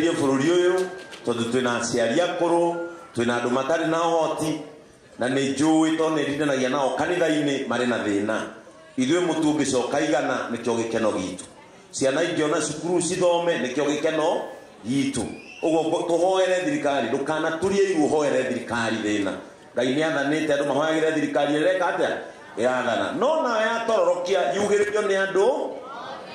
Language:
Kikuyu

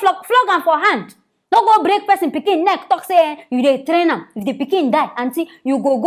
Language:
Nigerian Pidgin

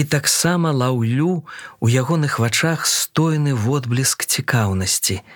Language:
Belarusian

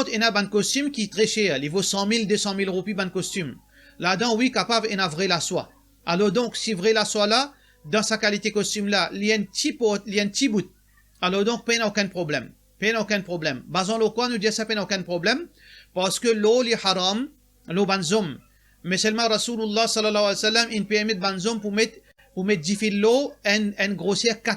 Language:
Morisyen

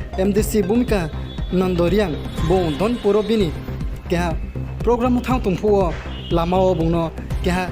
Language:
Riang (India)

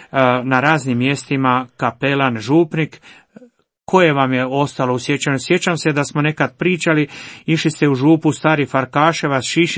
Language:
Croatian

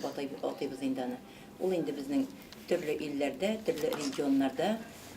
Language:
Tatar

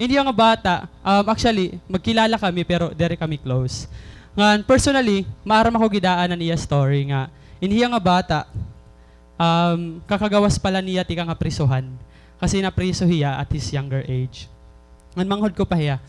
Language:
Waray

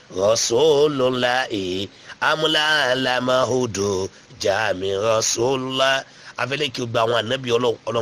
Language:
Yoruba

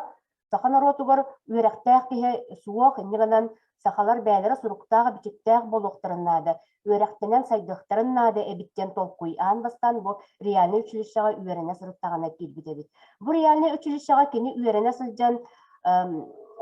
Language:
Yakut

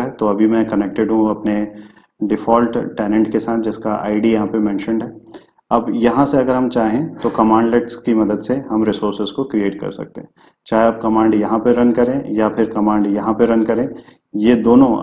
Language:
Hindi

